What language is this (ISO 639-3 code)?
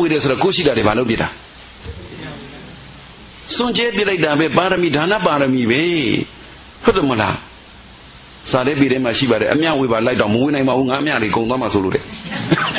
mya